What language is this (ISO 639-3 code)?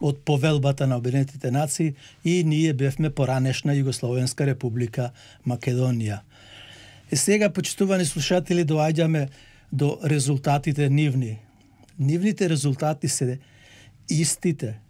mkd